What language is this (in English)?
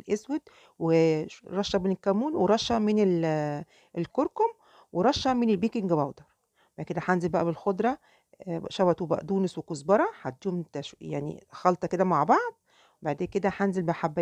Egyptian Arabic